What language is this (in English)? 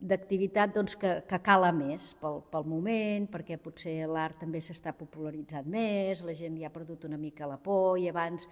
Catalan